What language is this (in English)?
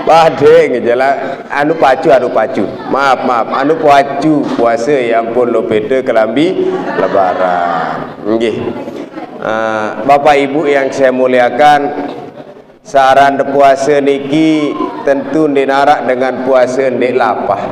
Sasak